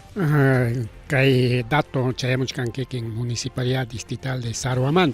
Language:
Ayacucho Quechua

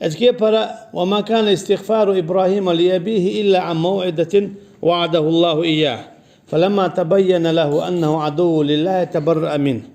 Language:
Chechen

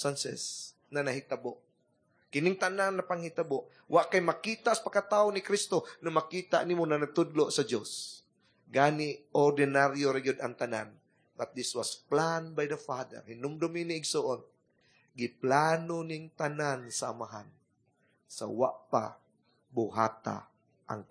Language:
Cebuano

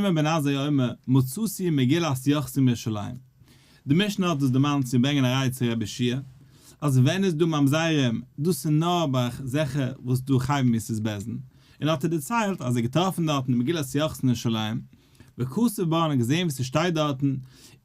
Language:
Yiddish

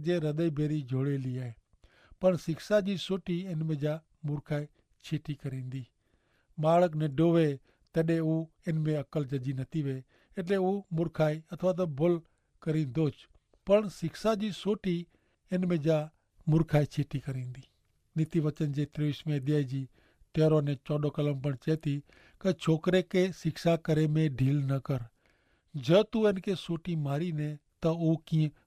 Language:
Kachhi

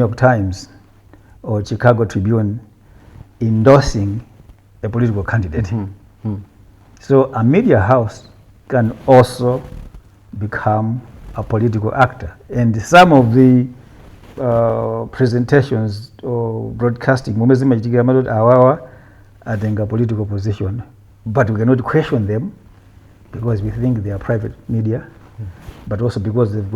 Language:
Nyanja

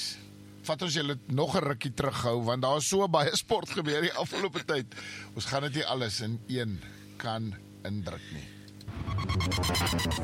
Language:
Afrikaans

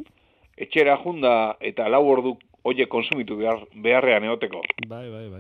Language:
Basque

